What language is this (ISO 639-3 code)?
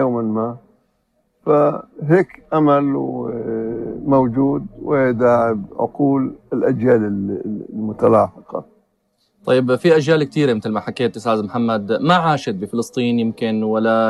apc